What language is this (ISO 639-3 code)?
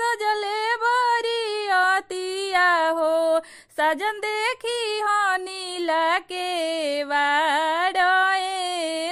bho